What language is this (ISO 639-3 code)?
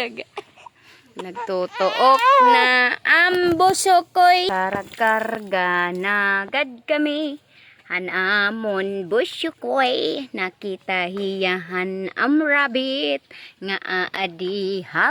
war